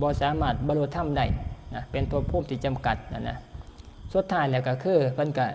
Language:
Northeastern Thai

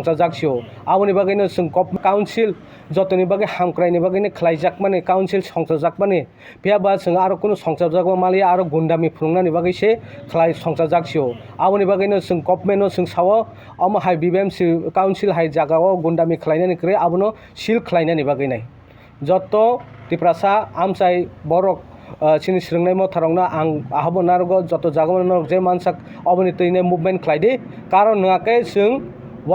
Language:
Kok Borok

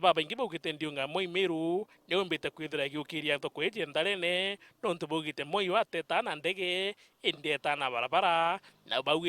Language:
Meru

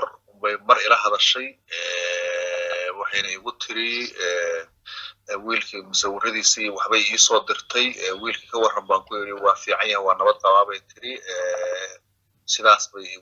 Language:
Somali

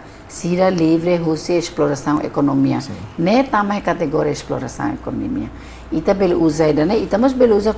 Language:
Tetum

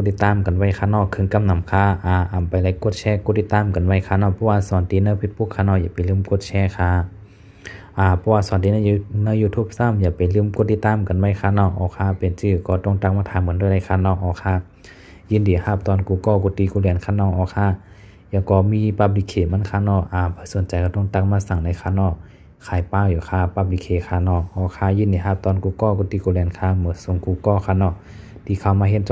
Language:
Shan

